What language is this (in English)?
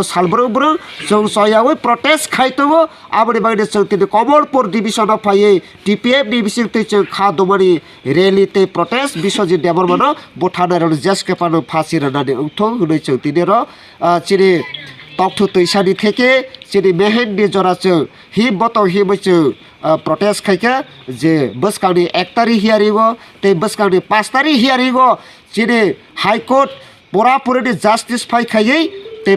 Kok Borok